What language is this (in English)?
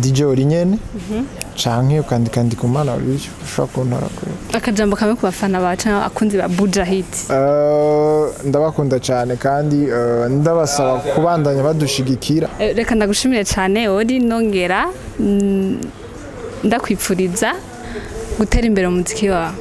Rundi